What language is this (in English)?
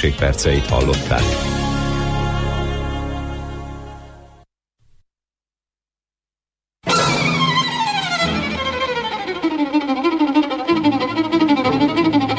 Hungarian